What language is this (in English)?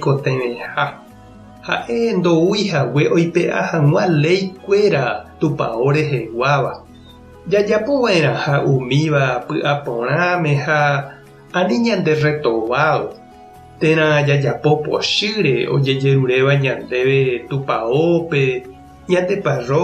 Guarani